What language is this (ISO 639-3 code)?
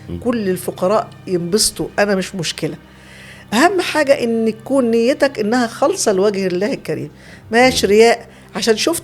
arz